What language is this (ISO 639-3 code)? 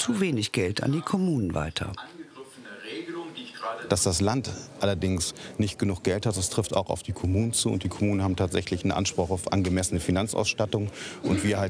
deu